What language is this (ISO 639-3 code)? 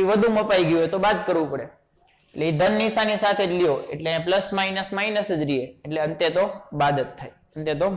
guj